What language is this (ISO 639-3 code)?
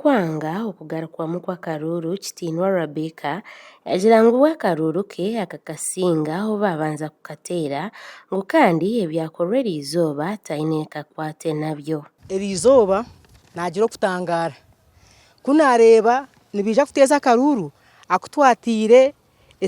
nyn